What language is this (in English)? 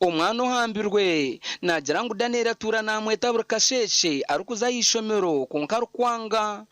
Nyankole